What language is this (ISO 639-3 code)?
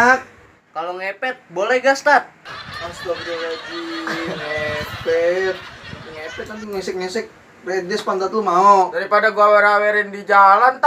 bew